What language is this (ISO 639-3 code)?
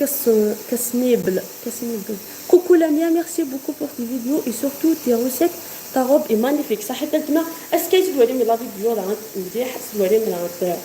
arq